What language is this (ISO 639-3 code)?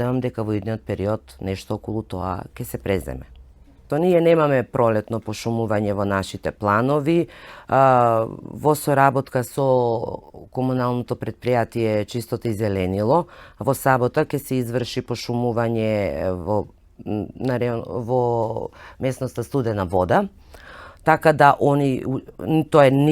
mkd